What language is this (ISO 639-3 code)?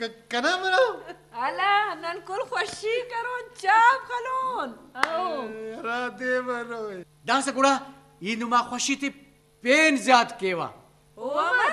brh